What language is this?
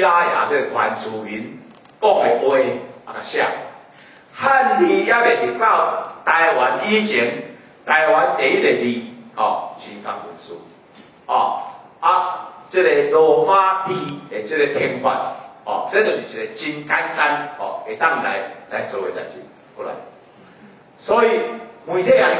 Min Nan Chinese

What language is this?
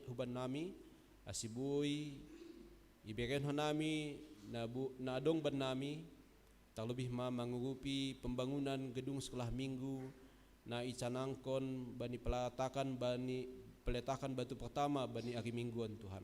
Batak Simalungun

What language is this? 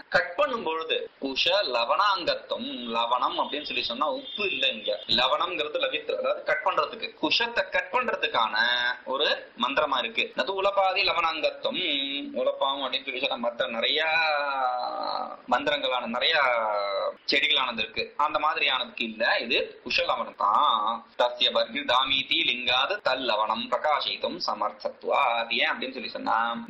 Tamil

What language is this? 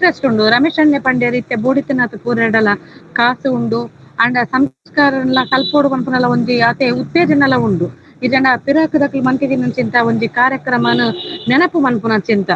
Tulu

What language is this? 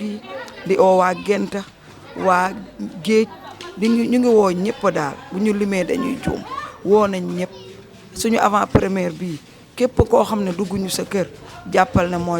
Wolof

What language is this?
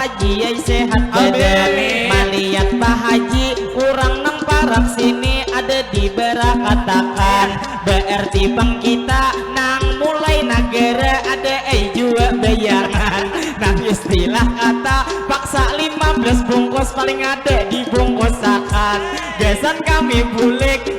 Banjar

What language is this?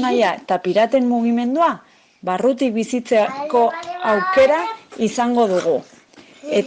Basque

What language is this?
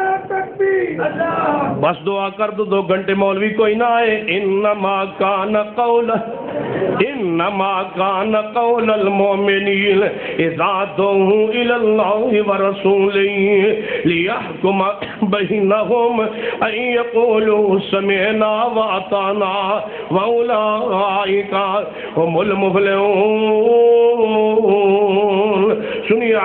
Urdu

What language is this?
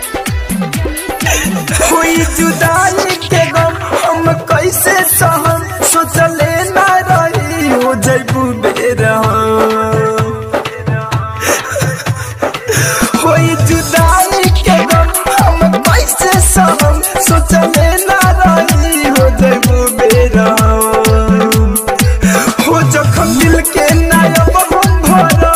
Bhojpuri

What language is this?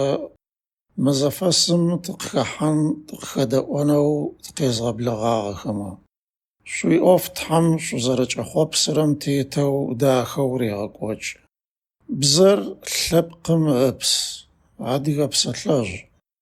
Adyghe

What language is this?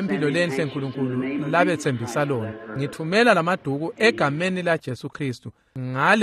Swati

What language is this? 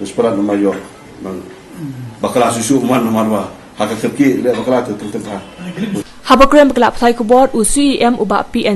Khasi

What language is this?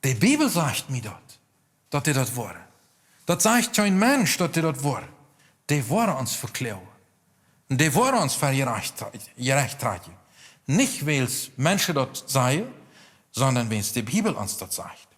Plautdietsch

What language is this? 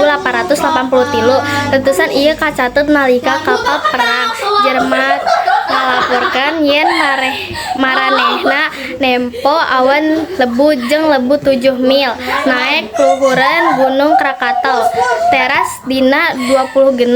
Sundanese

